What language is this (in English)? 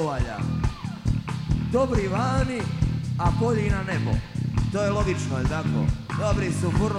Croatian